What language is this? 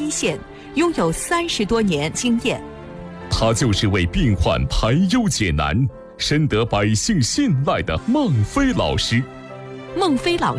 Chinese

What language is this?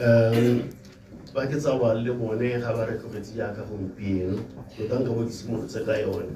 Tswana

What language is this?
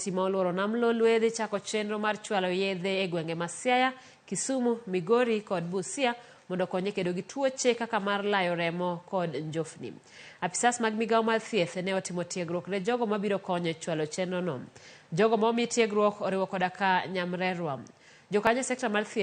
Luo (Kenya and Tanzania)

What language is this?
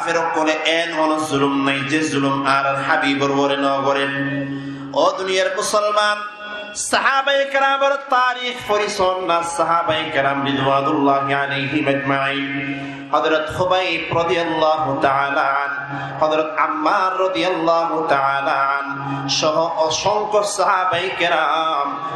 Rohingya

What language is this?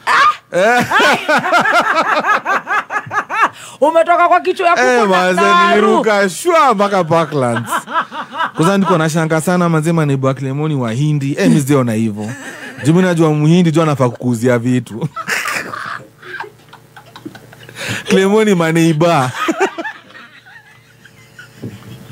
Swahili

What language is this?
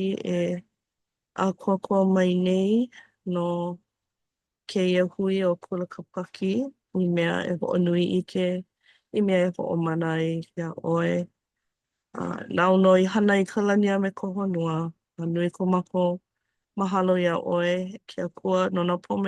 Hawaiian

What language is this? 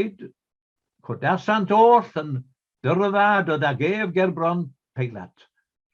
Welsh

